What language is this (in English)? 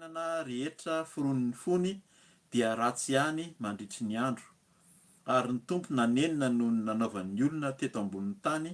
Malagasy